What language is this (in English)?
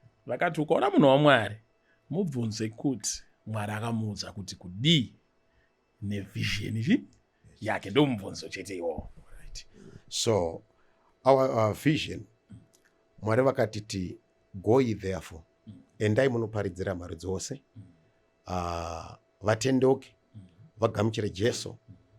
Shona